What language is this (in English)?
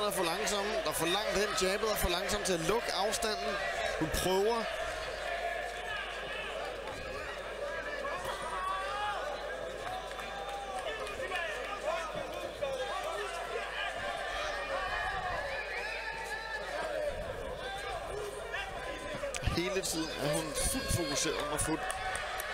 Danish